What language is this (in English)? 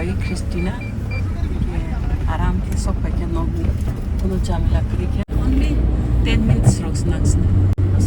Kok Borok